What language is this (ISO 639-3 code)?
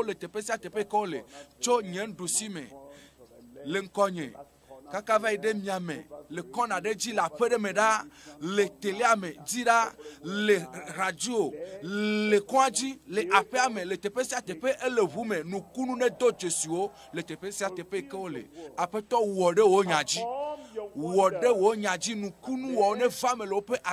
ewe